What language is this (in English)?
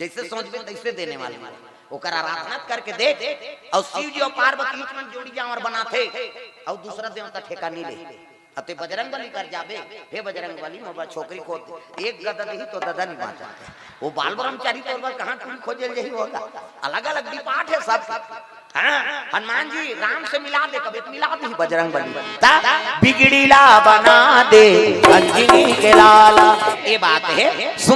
Chhattisgarhi